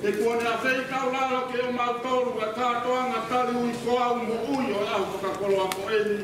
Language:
Tongan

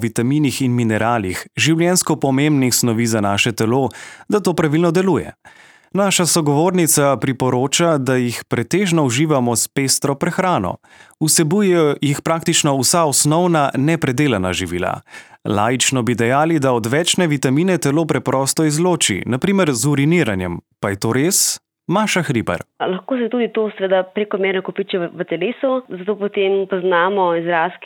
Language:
Slovenian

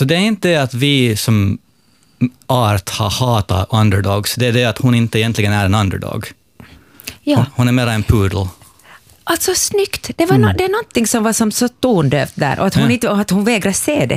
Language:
Swedish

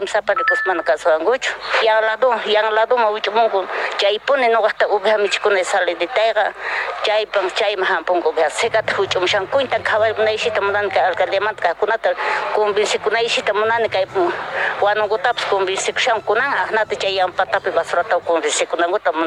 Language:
South Bolivian Quechua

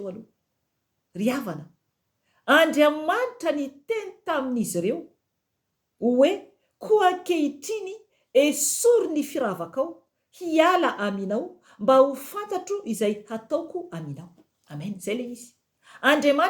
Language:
Malagasy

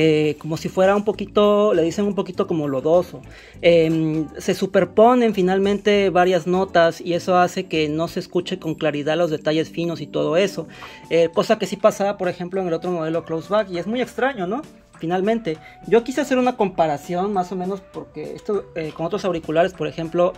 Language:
Spanish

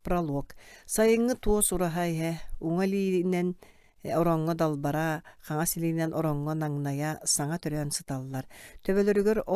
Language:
Yakut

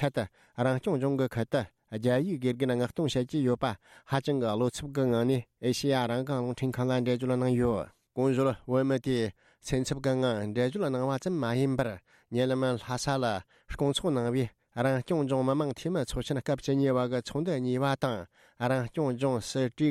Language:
Tibetan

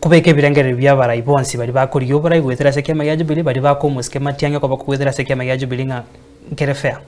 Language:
Gusii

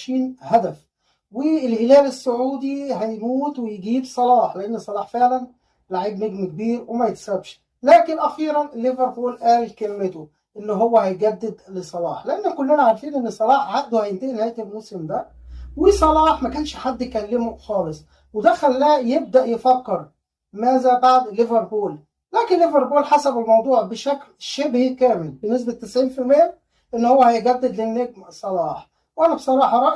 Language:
Egyptian Arabic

